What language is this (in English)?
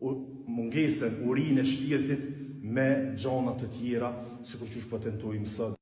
Albanian